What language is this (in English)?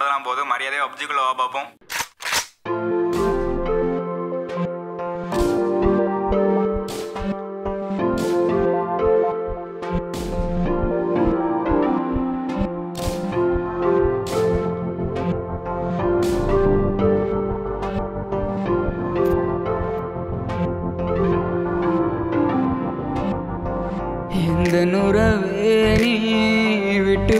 Tamil